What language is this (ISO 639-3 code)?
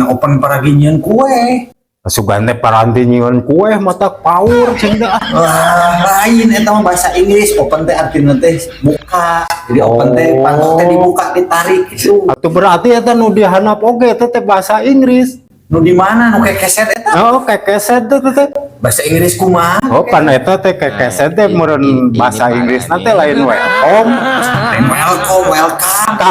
sun